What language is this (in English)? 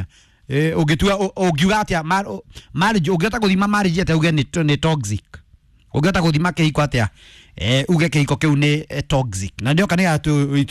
Kikuyu